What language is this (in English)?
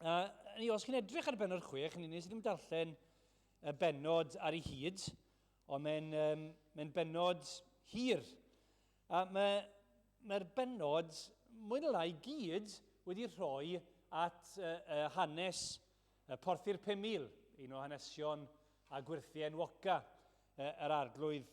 Welsh